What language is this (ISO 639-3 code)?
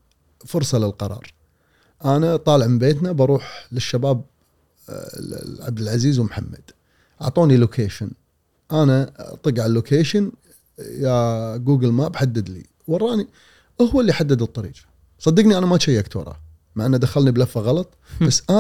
afb